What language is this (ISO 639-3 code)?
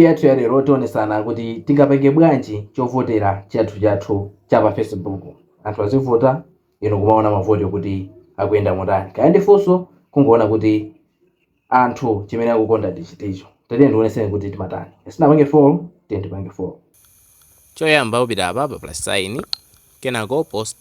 nya